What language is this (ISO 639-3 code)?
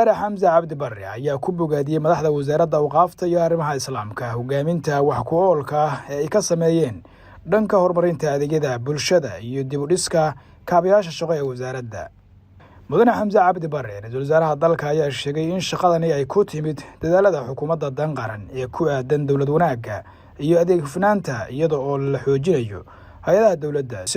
som